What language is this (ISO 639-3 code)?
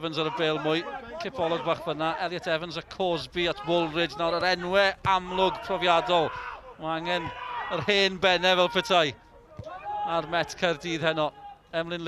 cym